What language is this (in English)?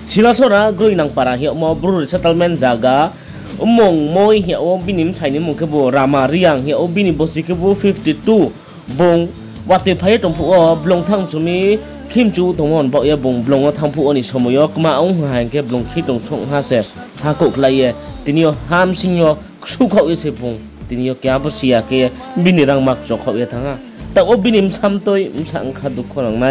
Riang (India)